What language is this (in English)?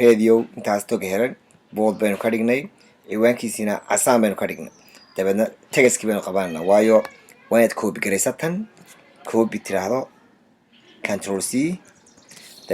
Somali